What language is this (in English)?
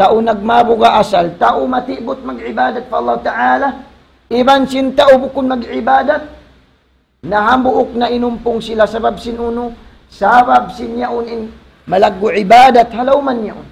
Tausug